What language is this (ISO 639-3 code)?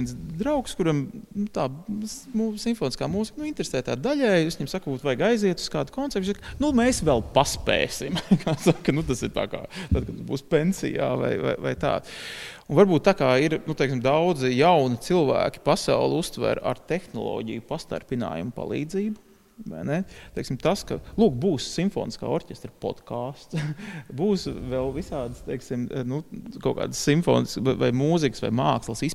lav